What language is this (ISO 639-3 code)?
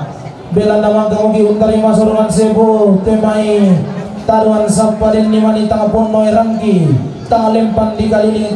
sda